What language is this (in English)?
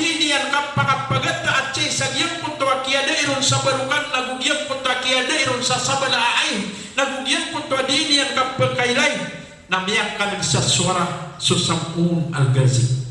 Maranao